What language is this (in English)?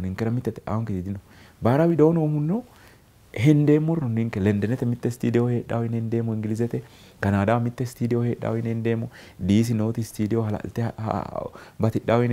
Sidamo